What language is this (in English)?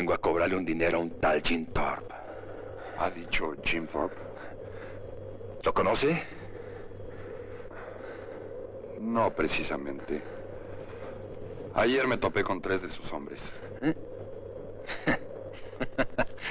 Spanish